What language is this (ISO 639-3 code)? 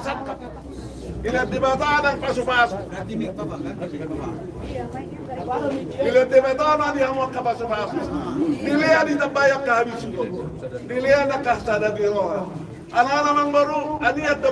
bbc